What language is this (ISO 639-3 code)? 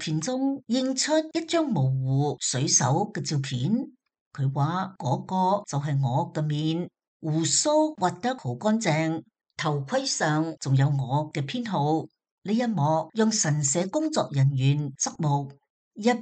yue